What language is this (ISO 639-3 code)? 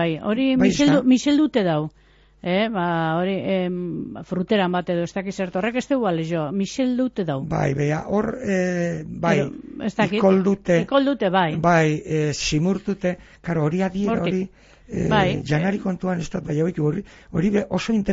eus